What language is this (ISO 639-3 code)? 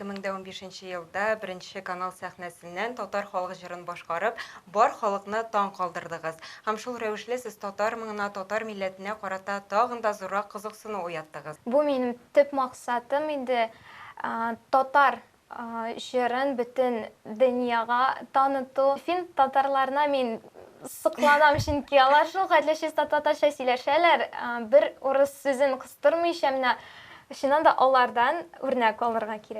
tat